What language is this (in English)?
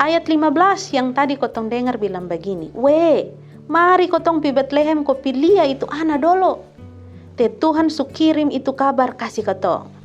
Kupang Malay